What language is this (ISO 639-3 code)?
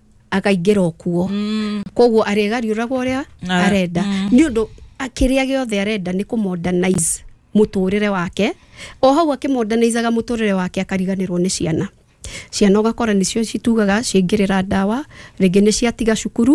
kik